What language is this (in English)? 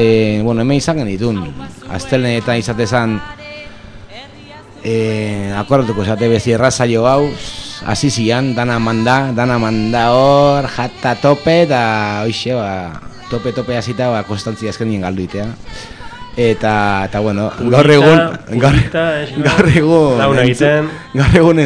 Basque